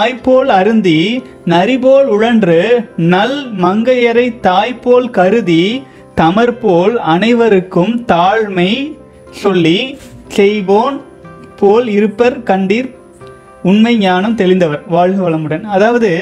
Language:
Tamil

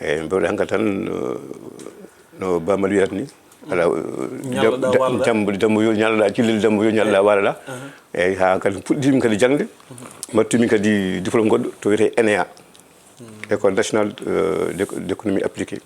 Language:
Fula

